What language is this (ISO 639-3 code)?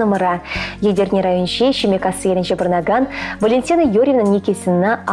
chv